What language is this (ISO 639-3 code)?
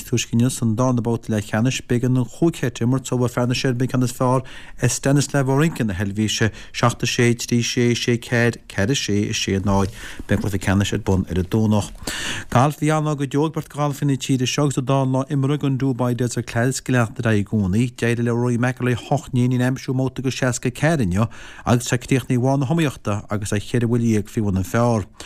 gle